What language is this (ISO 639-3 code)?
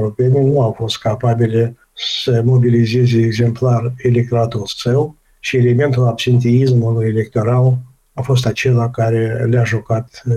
ron